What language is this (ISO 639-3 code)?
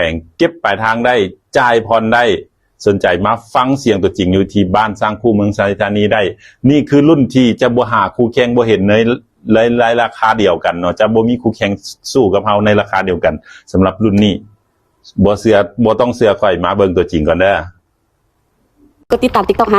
lao